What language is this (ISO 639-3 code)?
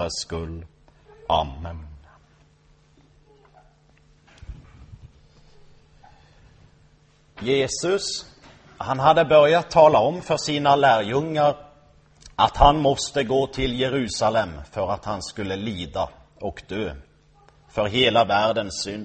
swe